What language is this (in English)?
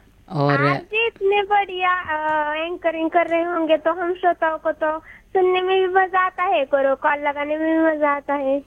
Hindi